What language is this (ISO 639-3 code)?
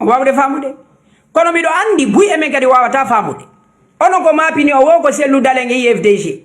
ful